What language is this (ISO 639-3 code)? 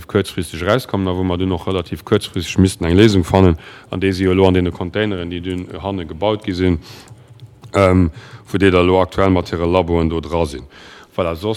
ltz